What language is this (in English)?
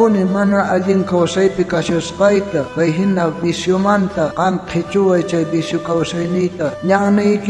South Bolivian Quechua